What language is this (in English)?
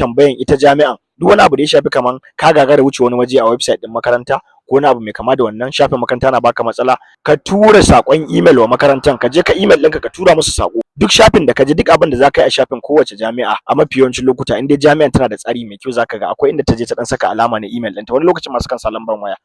Hausa